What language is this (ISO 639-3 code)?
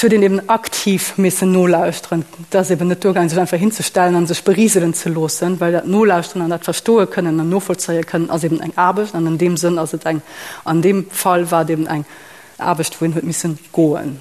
ltz